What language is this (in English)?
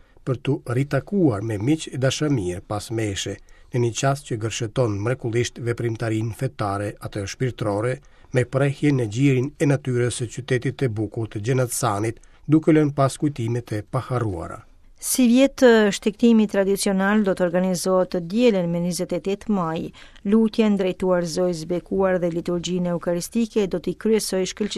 Albanian